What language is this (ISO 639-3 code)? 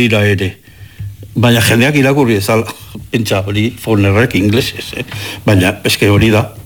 eus